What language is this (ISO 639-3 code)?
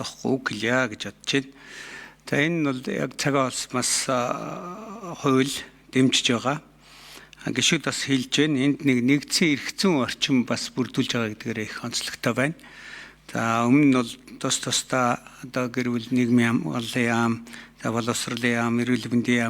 mon